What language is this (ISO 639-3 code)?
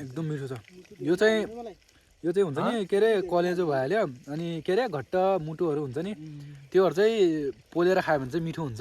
nep